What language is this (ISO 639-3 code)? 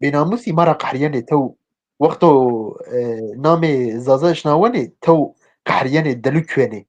zza